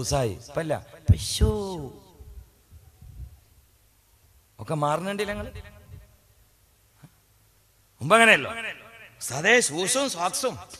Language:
Malayalam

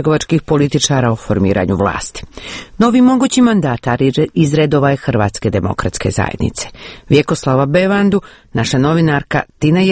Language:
Croatian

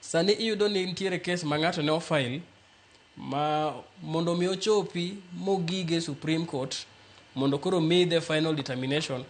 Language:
Luo (Kenya and Tanzania)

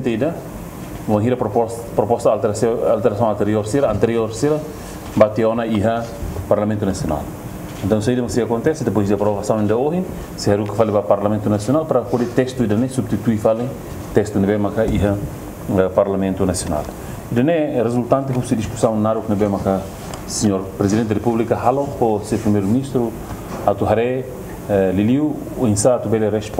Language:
Tetum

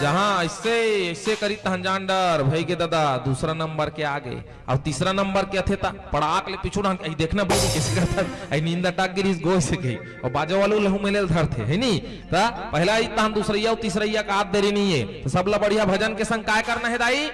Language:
Chhattisgarhi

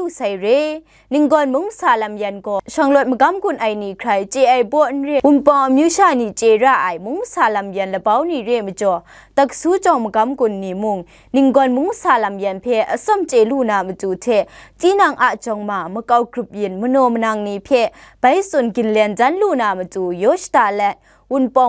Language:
Kachin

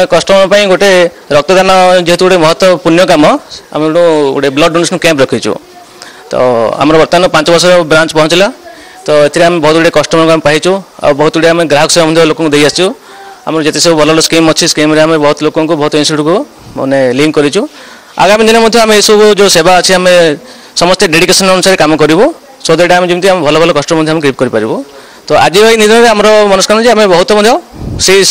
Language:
Odia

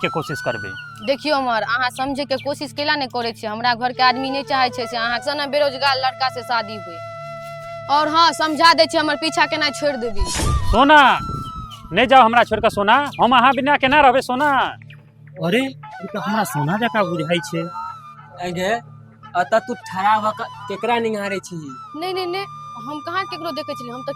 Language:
Maithili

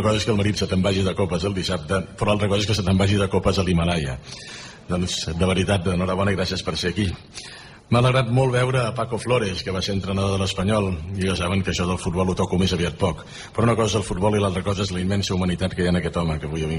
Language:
Catalan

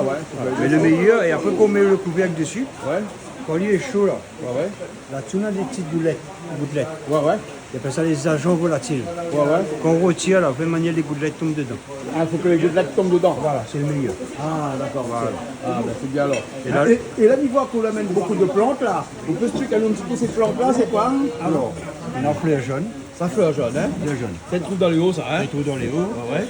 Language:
Réunion Creole French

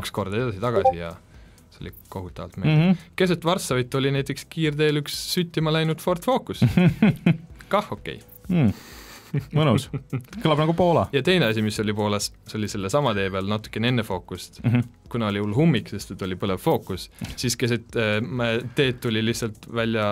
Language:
Estonian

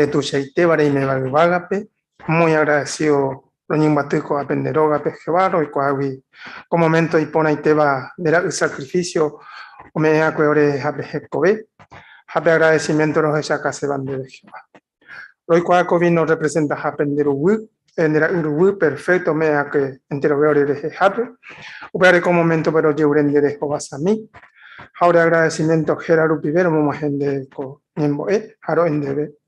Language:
Guarani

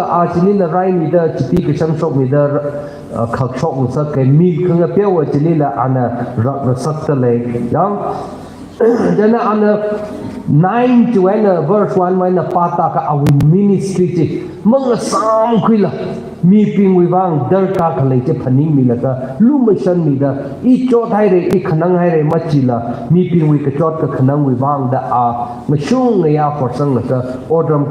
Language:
Tangkhul Naga (India)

